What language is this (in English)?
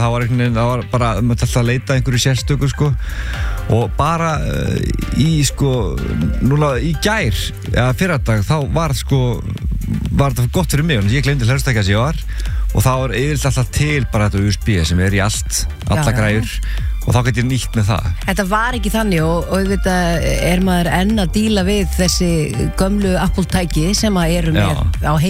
Icelandic